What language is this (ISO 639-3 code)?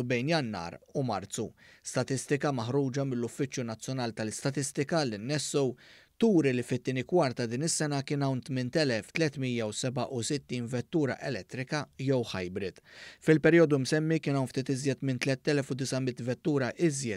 mlt